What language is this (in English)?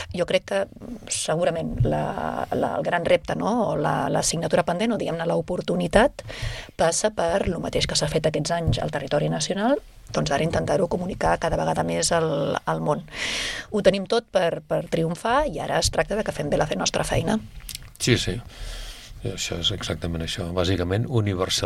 Catalan